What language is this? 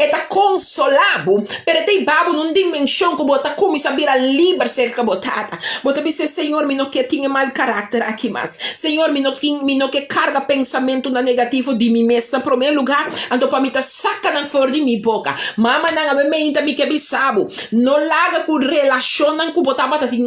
Papiamento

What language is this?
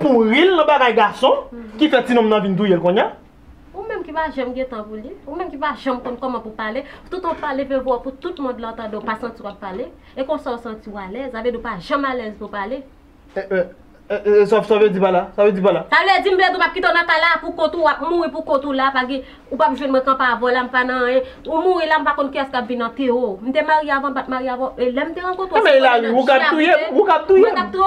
Haitian Creole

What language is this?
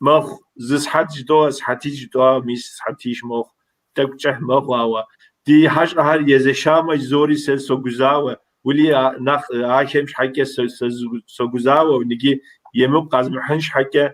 Kabardian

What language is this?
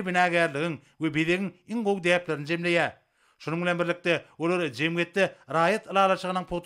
Turkmen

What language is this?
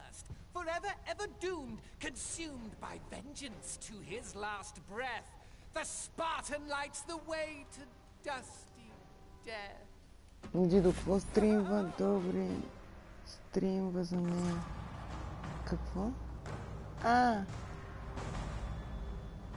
Bulgarian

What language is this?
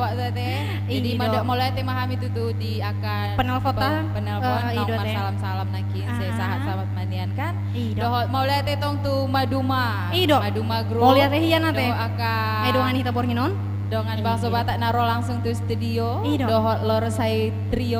Batak Toba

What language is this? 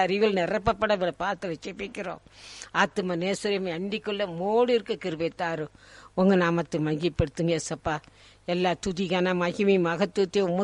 Tamil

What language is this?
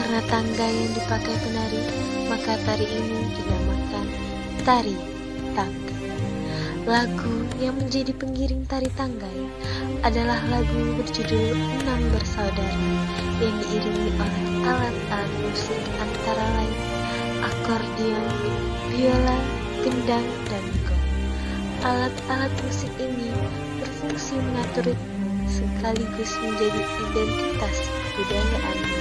Indonesian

